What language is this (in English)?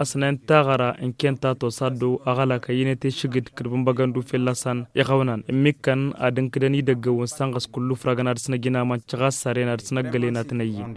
Tamasheq